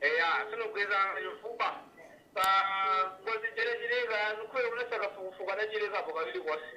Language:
Nyanja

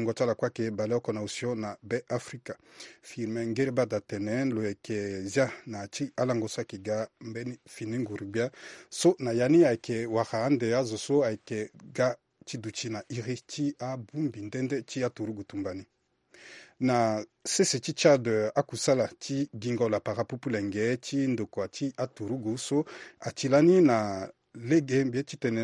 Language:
Sango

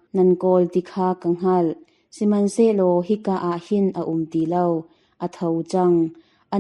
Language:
Hakha Chin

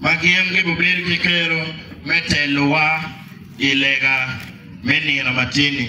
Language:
Acoli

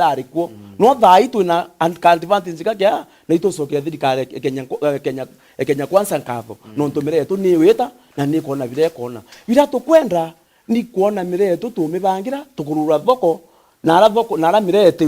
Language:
Meru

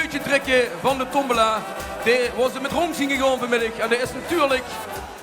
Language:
Limburgish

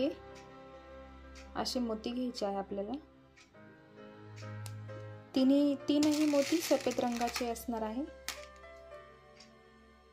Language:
Marathi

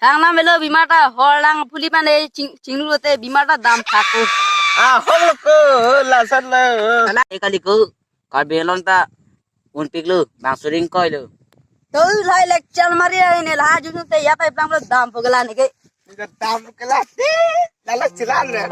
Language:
Karbi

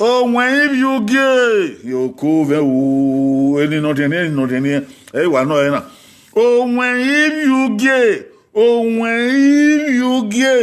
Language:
Bini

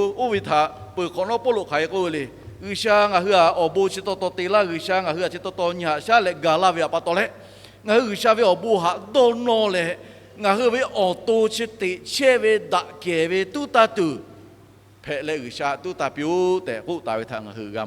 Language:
Lahu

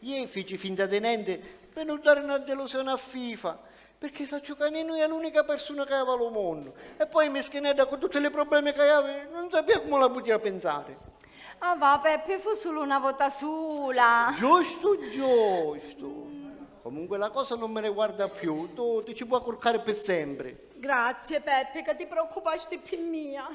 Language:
Sicilian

